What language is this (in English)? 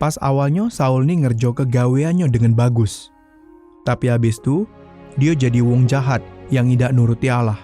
Musi